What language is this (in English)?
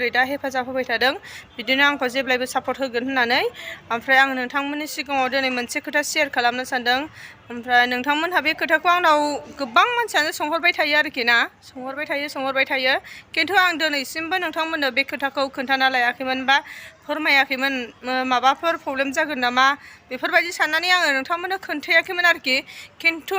Bodo